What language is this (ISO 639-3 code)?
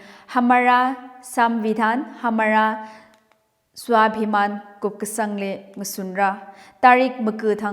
nmf